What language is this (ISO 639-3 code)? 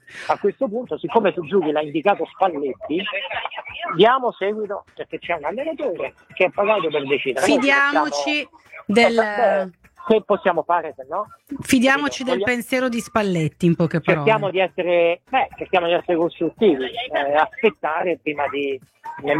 ita